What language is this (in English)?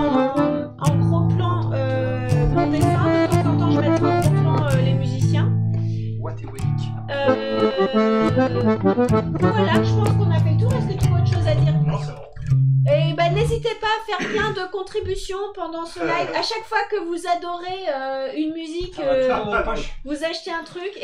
French